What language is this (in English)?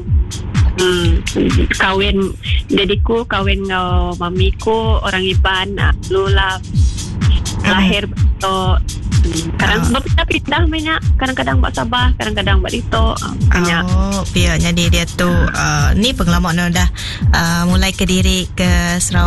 Iban